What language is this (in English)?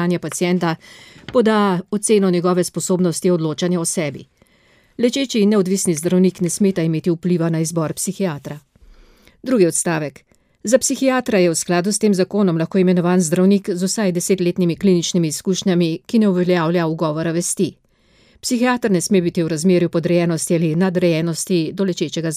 Slovenian